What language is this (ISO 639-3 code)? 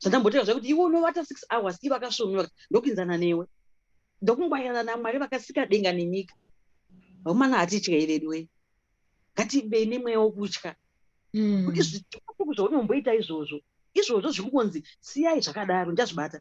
sna